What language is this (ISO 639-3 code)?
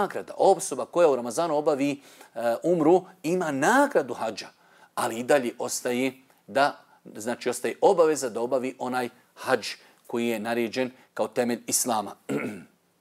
bos